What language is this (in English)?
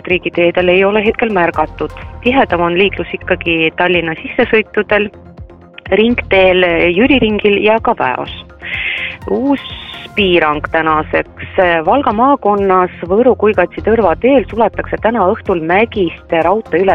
Estonian